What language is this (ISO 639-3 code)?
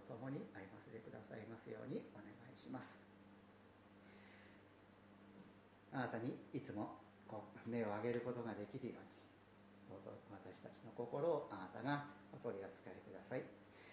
jpn